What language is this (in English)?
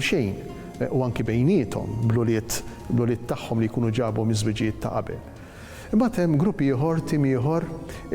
Maltese